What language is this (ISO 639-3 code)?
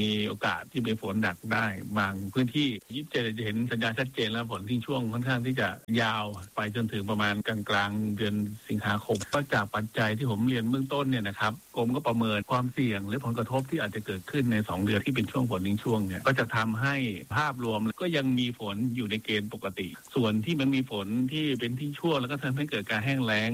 tha